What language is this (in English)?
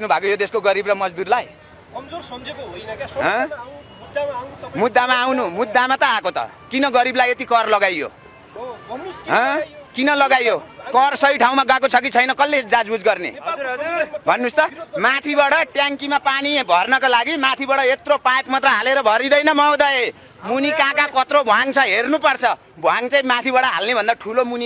Nepali